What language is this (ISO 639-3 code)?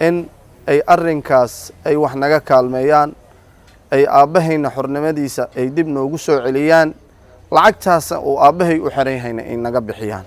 som